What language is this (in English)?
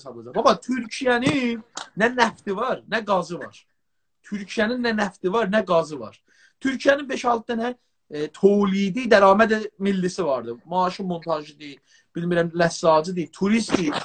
South Azerbaijani